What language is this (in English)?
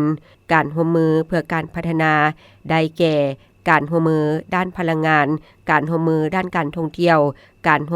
Lao